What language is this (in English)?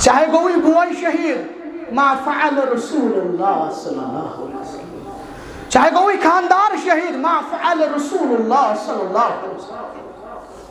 Kashmiri